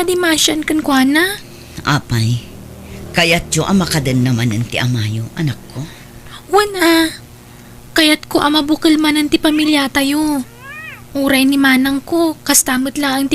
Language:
Iloko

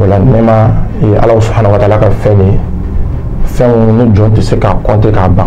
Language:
Bambara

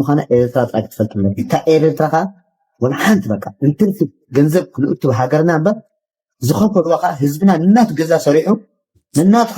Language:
Tigrinya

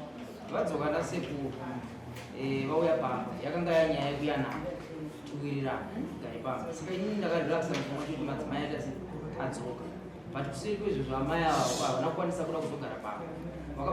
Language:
Shona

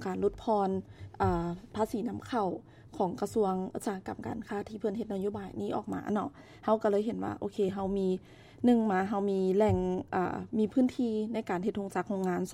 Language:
Lao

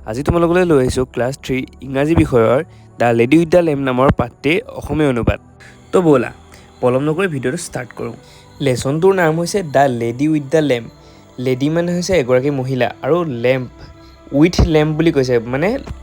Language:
Assamese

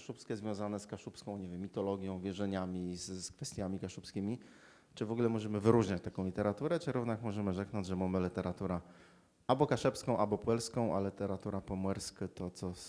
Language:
Kashubian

